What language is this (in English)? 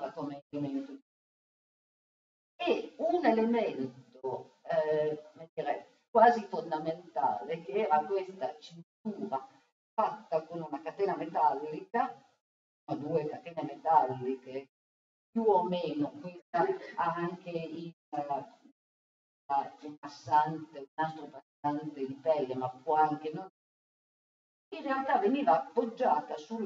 Italian